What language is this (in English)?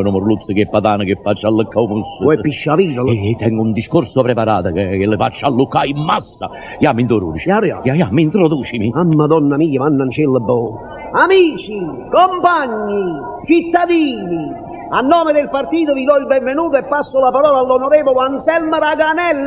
Neapolitan